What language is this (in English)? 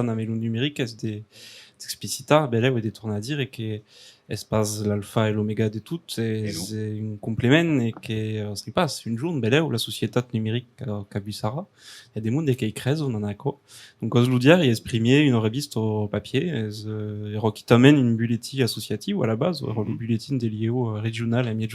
Occitan